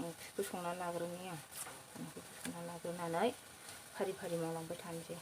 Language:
Bodo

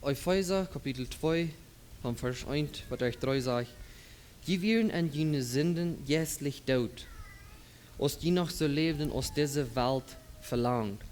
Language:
Plautdietsch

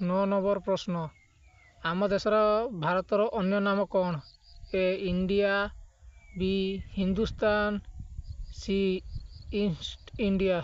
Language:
Odia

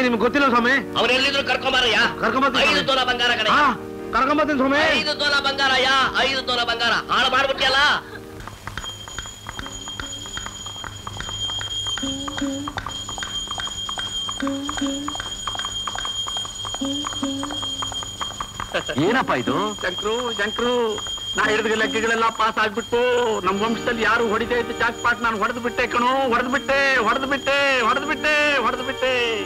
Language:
Kannada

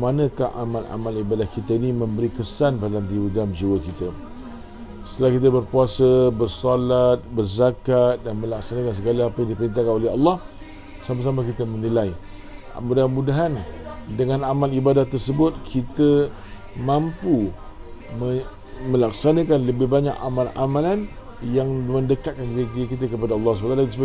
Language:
Malay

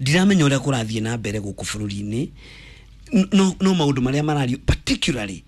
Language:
Kikuyu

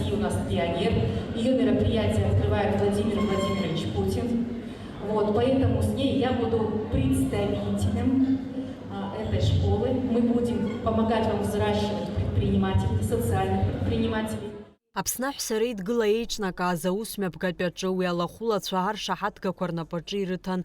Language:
Abkhazian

